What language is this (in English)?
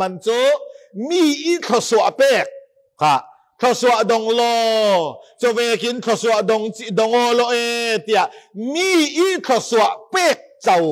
Falam Chin